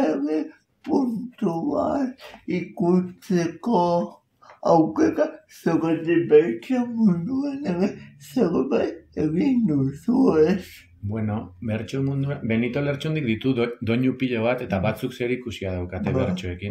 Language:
Basque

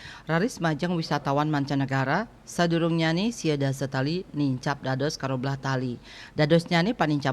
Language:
Balinese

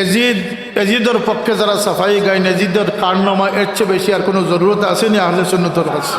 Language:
Sylheti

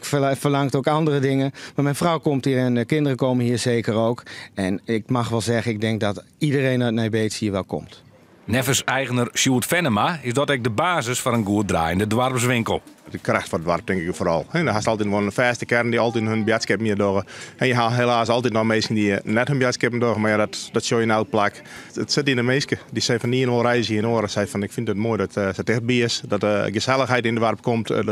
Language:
Western Frisian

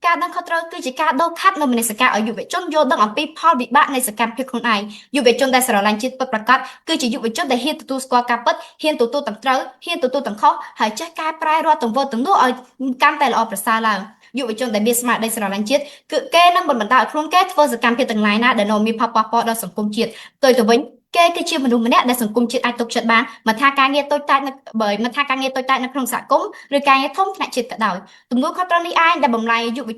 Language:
Khmer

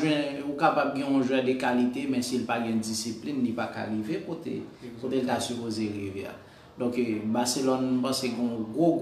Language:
Haitian Creole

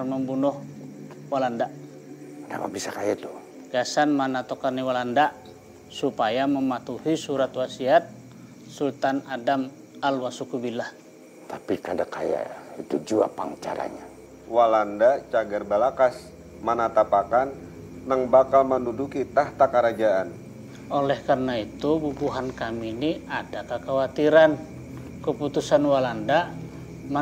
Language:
Banjar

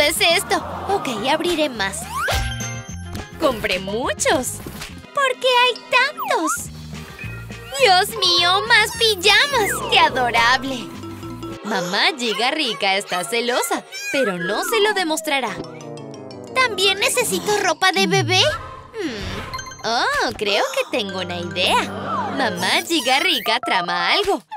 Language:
Spanish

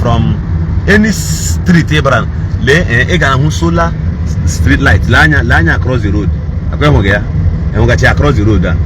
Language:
Igbo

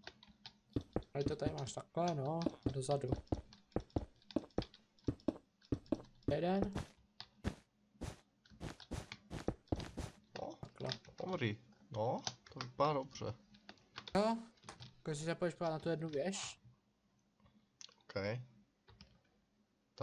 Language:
Czech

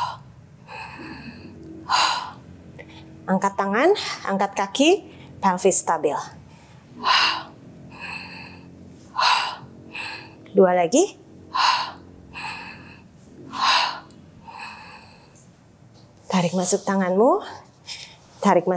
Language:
Indonesian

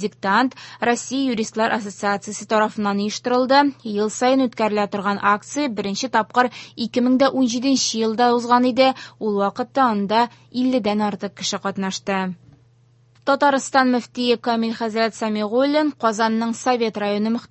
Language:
Tatar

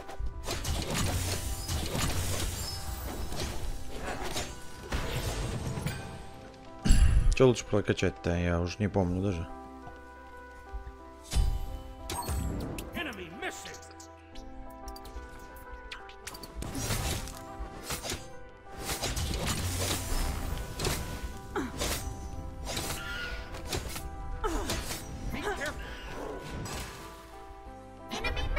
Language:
Russian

